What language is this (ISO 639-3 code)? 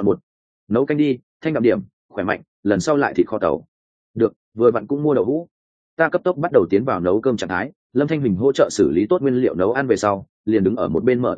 vie